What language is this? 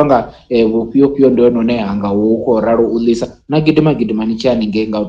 Venda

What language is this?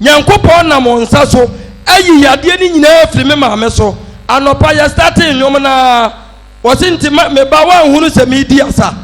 Akan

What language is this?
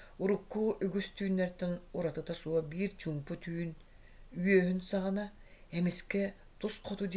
Yakut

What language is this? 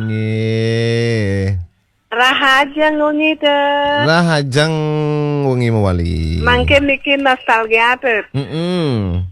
Balinese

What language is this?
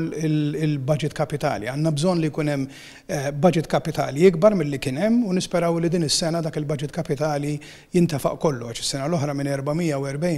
Maltese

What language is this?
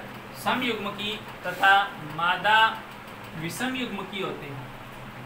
Hindi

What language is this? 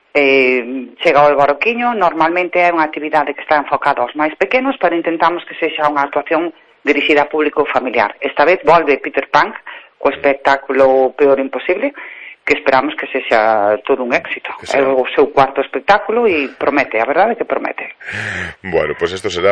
Galician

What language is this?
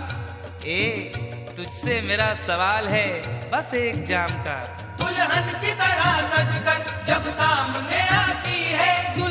Hindi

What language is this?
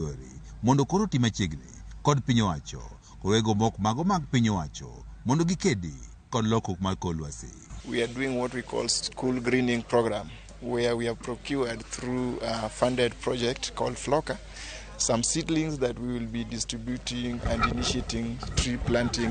Luo (Kenya and Tanzania)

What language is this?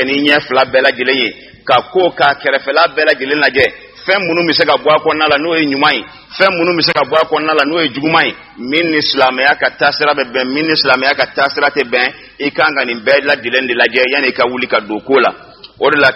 Bambara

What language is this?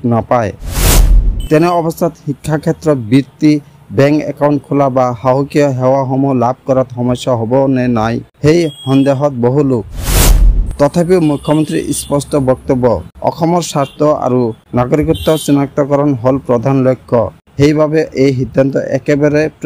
Assamese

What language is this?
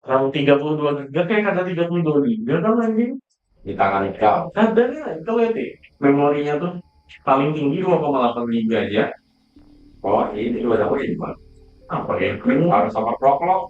Banjar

